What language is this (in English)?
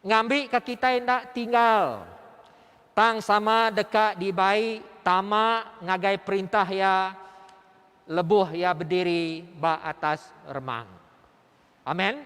Iban